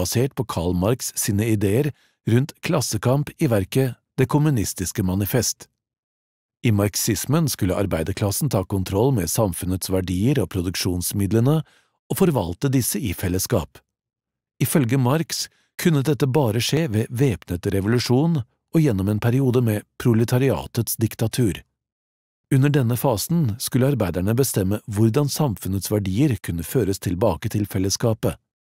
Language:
Norwegian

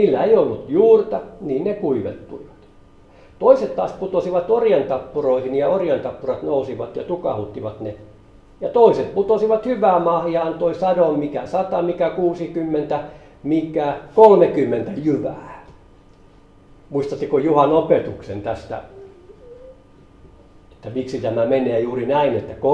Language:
Finnish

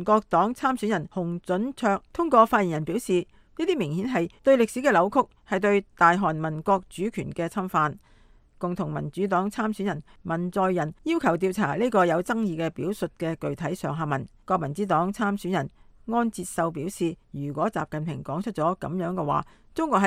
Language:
Cantonese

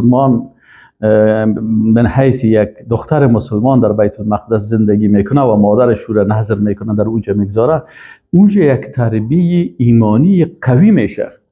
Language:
Persian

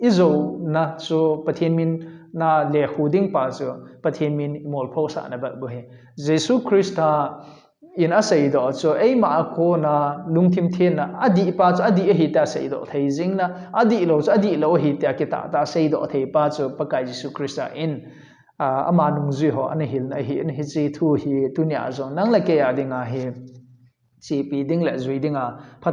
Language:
Thado Chin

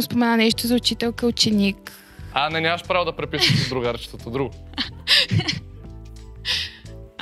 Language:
Bulgarian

